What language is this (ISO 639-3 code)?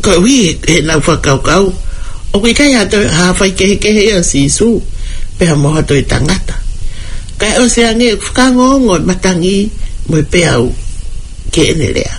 ton